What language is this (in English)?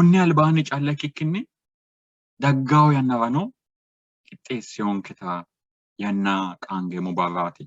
Sidamo